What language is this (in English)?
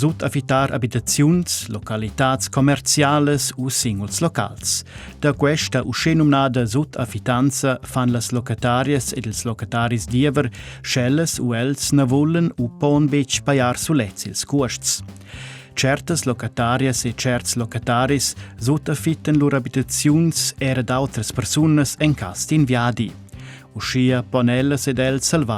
Romansh